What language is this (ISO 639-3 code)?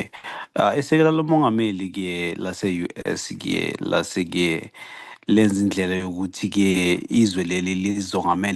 zul